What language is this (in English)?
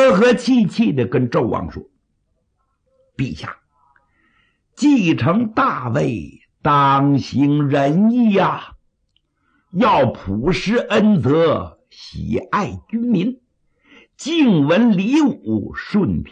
Chinese